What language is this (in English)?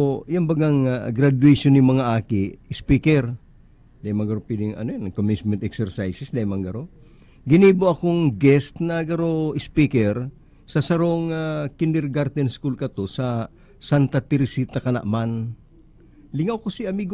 Bikol